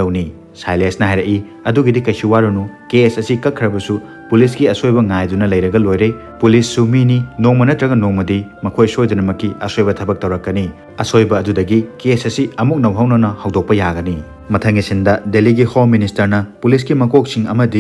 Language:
Manipuri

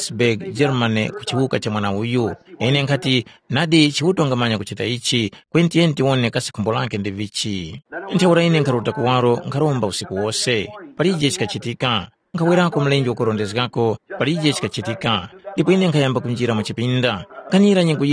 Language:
Tumbuka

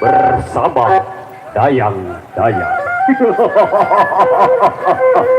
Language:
Sasak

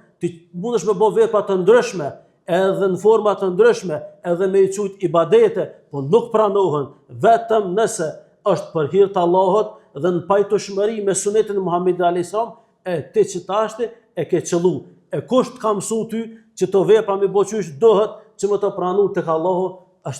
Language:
Albanian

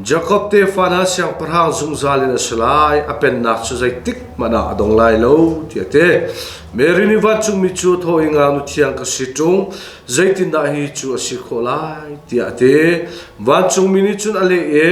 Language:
Hakha Chin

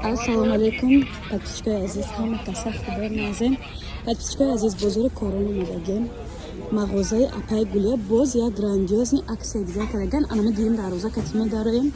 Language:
Tajik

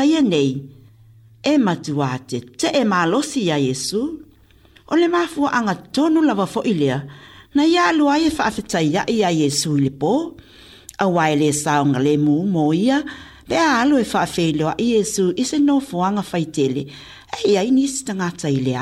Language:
Samoan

